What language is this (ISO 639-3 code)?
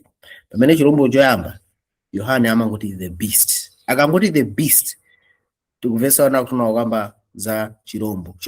nya